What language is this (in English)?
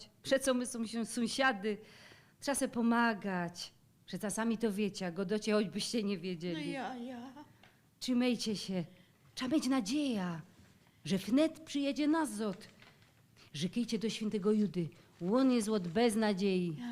Silesian